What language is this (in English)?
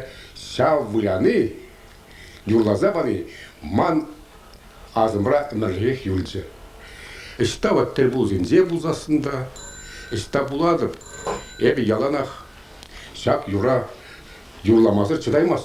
Chuvash